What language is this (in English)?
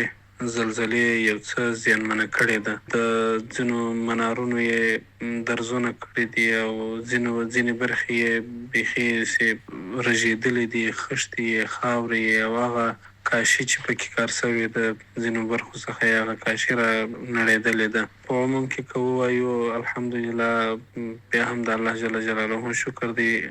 Pashto